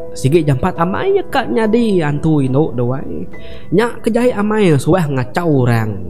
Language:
Iban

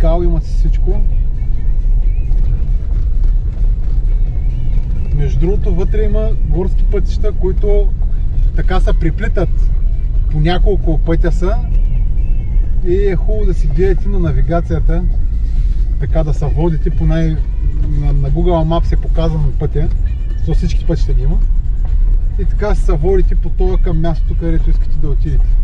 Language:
Bulgarian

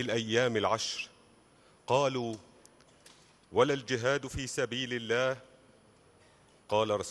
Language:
Arabic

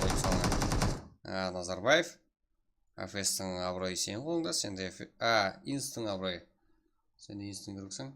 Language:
Kara-Kalpak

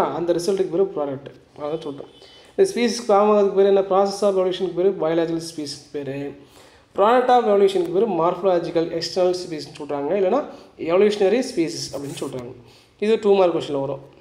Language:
Tamil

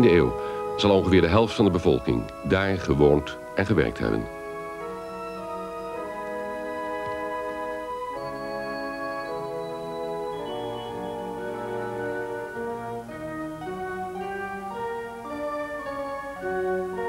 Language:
Dutch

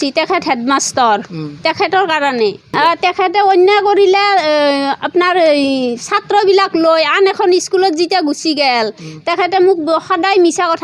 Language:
Assamese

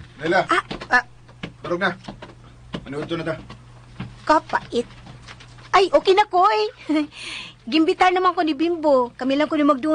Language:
Cebuano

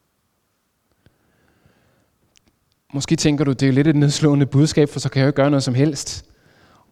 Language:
Danish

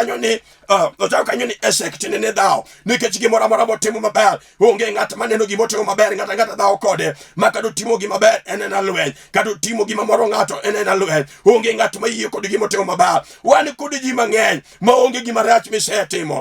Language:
Luo (Kenya and Tanzania)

